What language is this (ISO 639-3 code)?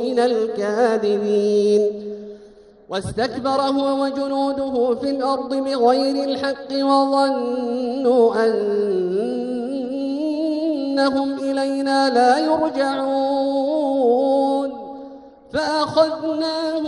ara